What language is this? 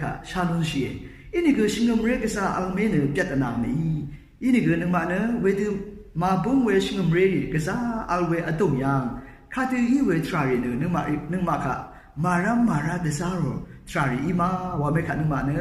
Rawang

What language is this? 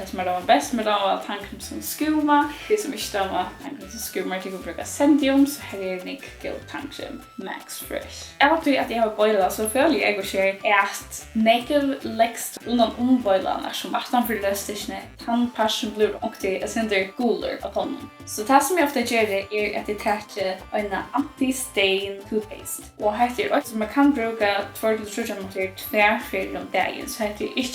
Faroese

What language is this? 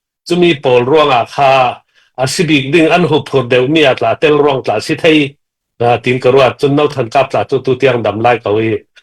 Falam Chin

